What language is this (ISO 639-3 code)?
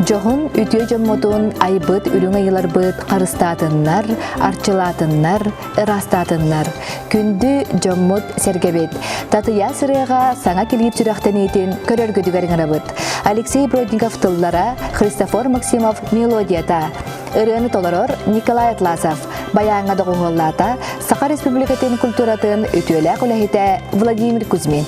sah